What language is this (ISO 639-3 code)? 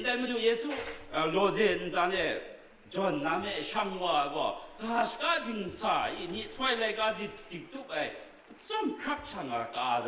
kac